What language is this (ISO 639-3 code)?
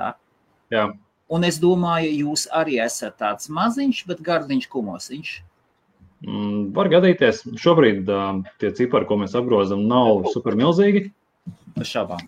lav